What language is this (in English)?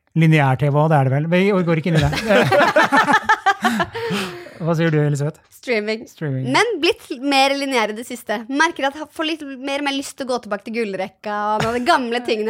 Norwegian